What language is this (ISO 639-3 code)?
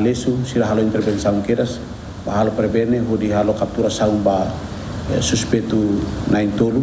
tet